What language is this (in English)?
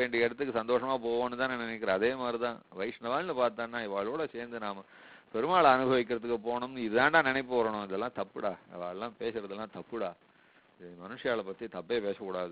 Tamil